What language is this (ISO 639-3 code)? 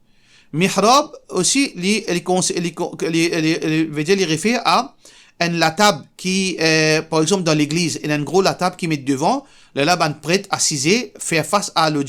mfe